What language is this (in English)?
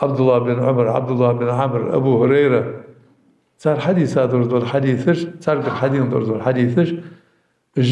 Ingush